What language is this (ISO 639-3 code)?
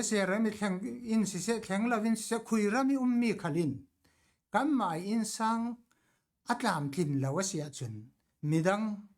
cfm